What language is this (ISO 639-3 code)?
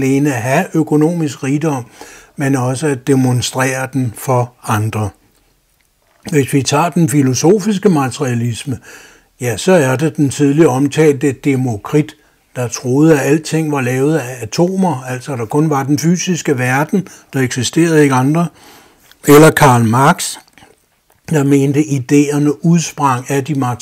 dan